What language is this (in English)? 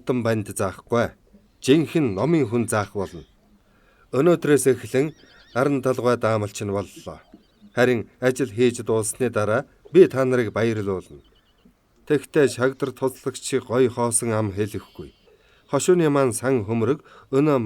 Mongolian